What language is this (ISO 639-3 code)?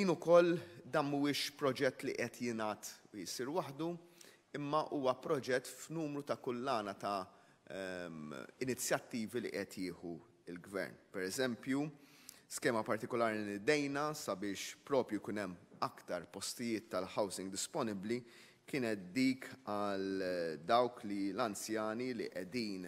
mlt